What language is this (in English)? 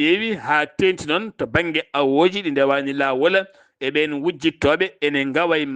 Fula